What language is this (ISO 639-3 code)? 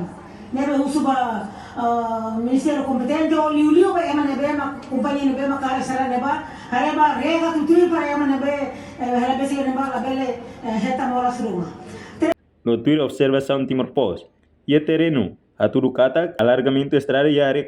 tet